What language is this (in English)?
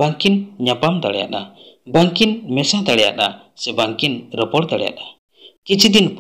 Santali